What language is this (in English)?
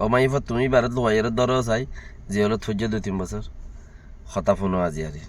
Rohingya